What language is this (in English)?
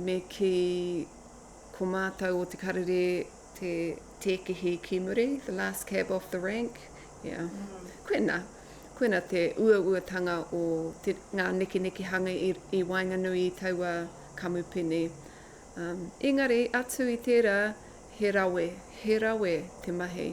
Māori